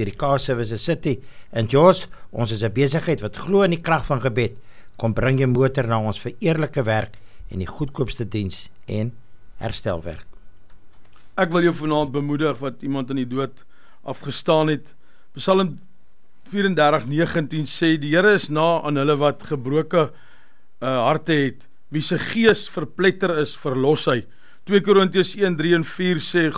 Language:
Afrikaans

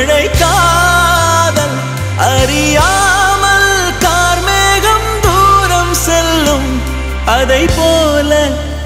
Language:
Tamil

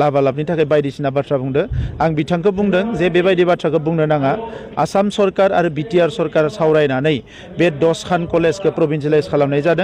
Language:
Bodo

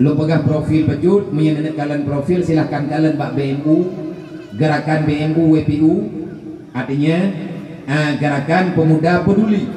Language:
Achinese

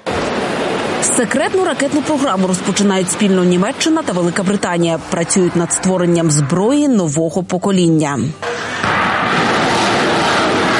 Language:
Ukrainian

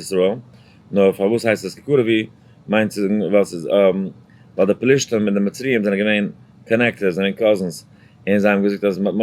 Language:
Yiddish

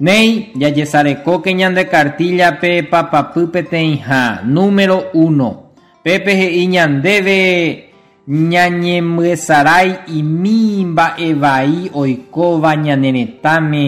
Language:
Guarani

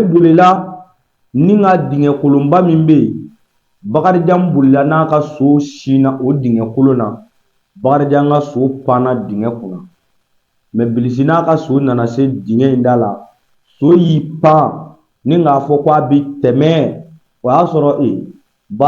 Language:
Bambara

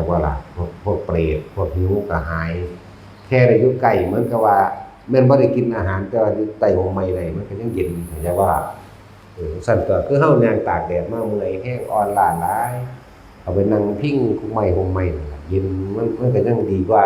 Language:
Northeastern Thai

